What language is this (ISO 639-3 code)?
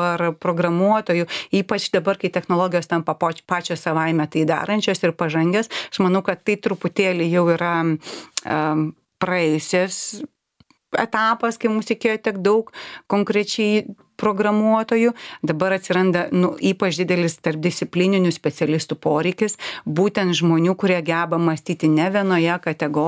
lit